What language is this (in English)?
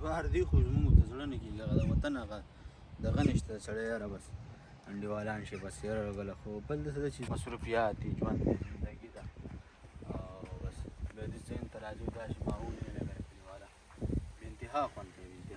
Pashto